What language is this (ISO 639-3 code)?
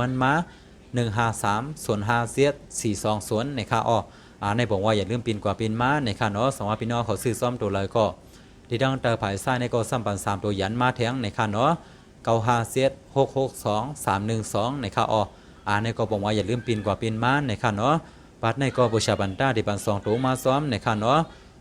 shn